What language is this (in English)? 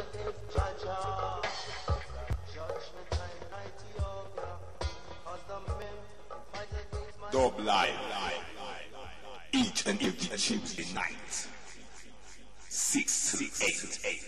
English